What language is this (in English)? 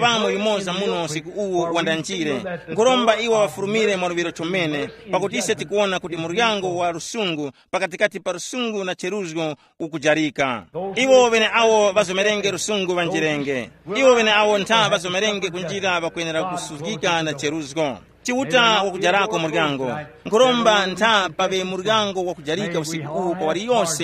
Tumbuka